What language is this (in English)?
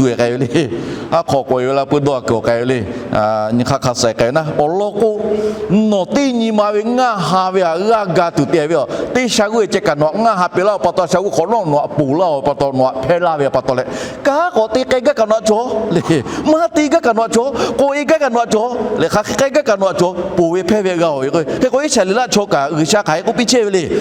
Lahu